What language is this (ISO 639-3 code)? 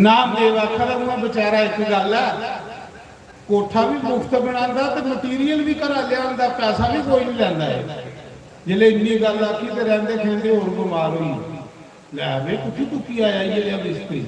doi